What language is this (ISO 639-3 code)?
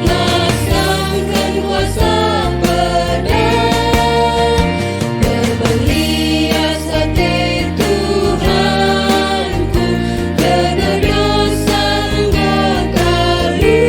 btx